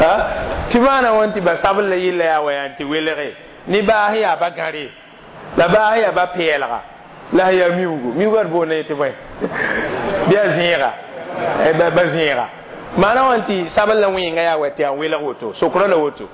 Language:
Mossi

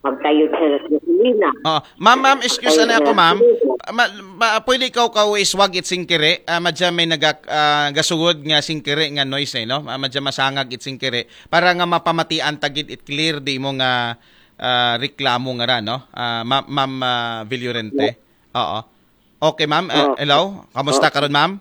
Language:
Aklanon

